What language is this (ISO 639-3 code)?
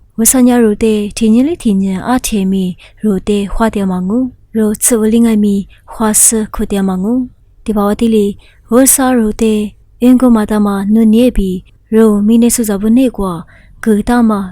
lis